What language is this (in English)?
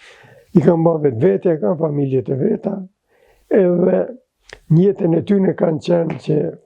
Albanian